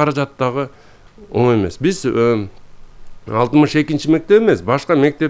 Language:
Kyrgyz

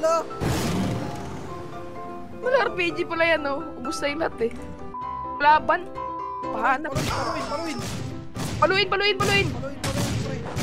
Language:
Filipino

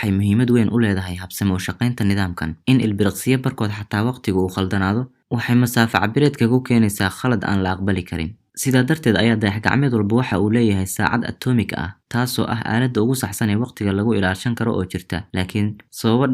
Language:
Somali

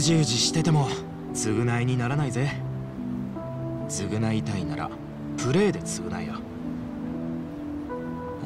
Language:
Japanese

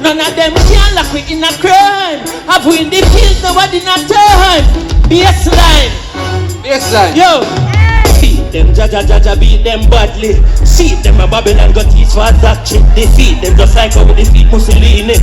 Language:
Jamaican Creole English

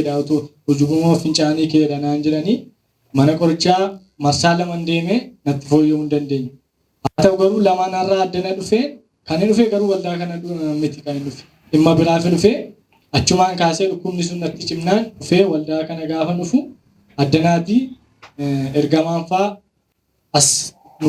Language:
Oromo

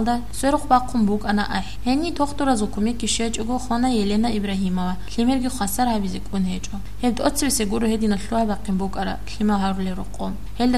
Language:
Avaric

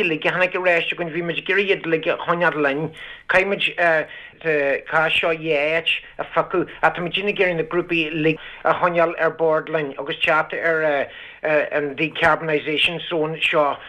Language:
Irish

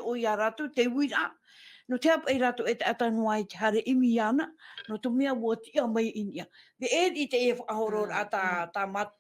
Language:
Tahitian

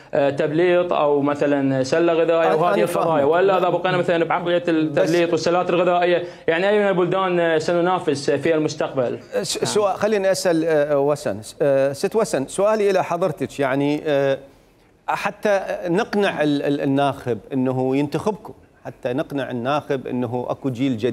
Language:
Mesopotamian Arabic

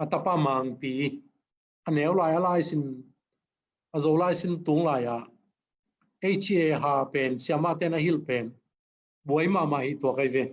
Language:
Tedim Chin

